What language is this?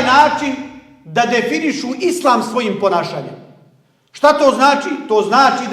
Bosnian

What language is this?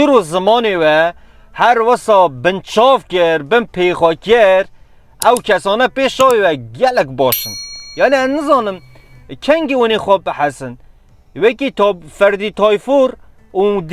Kurdish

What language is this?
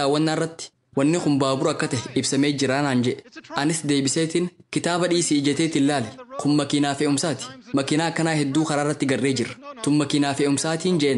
Oromo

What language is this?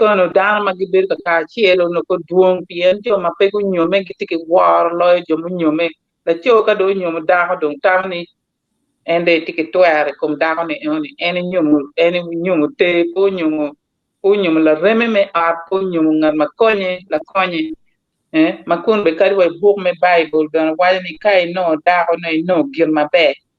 Acoli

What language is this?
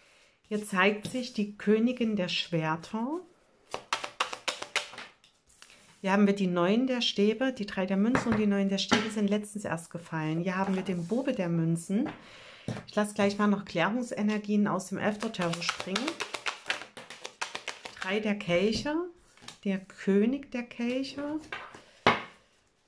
German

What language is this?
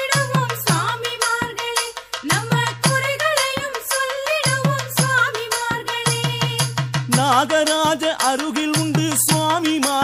Tamil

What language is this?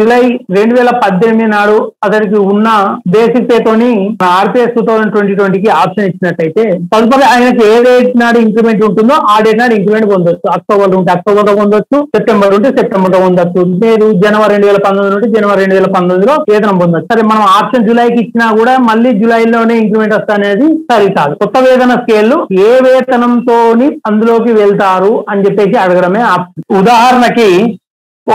Telugu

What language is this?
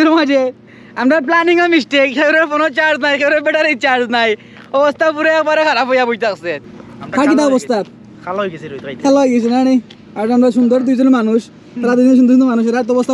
Sylheti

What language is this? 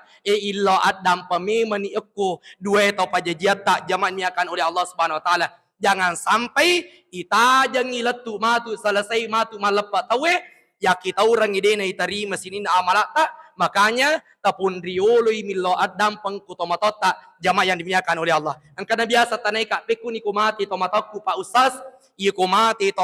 Buginese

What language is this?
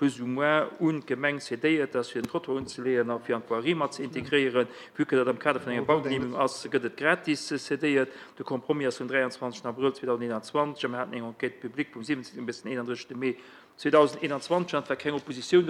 Luxembourgish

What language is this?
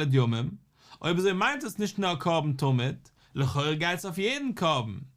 Yiddish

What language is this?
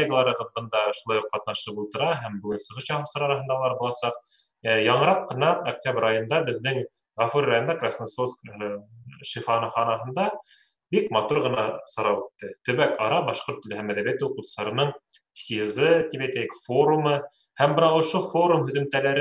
Bashkir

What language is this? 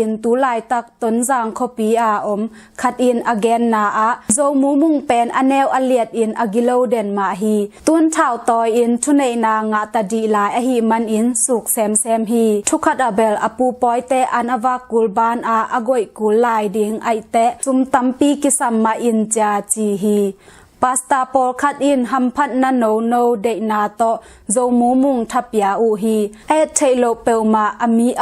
Tedim Chin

